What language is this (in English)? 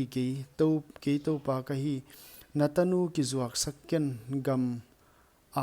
Paite Chin